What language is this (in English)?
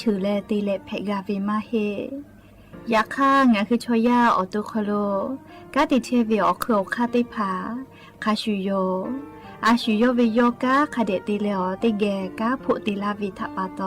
Lahu